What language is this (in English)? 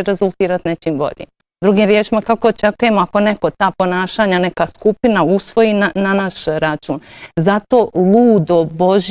Croatian